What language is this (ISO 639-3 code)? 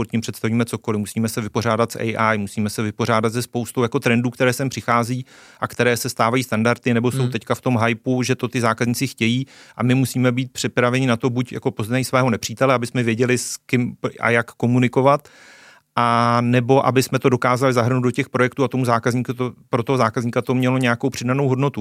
ces